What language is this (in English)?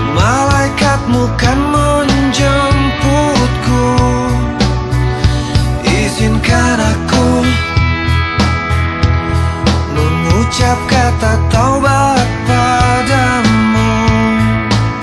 Indonesian